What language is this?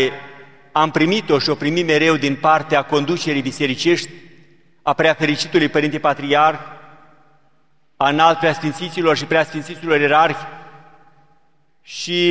Romanian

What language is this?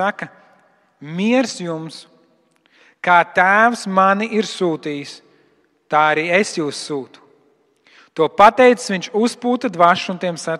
Latvian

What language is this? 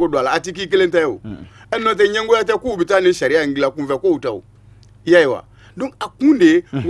Bambara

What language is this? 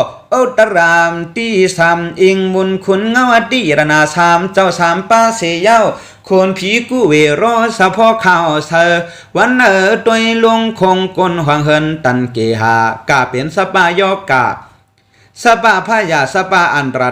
Shan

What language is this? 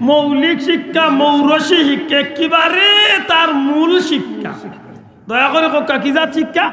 Sylheti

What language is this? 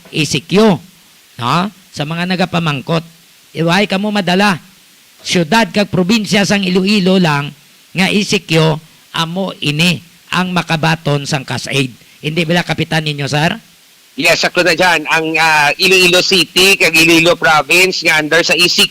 Hiligaynon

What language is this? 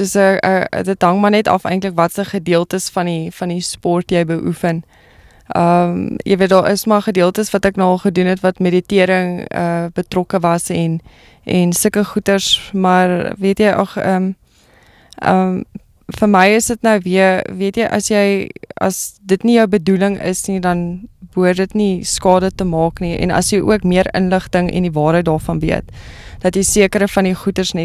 Afrikaans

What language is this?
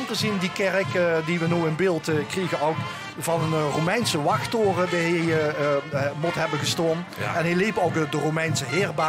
Limburgish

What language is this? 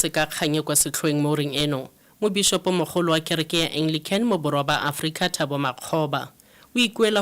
Tswana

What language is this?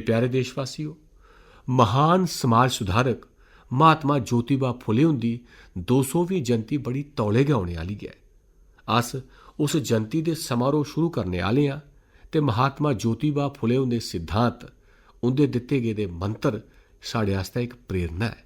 Dogri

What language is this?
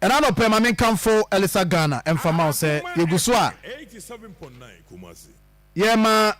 Akan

